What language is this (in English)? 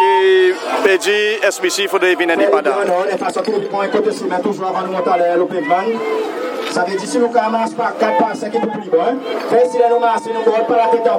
Seselwa Creole French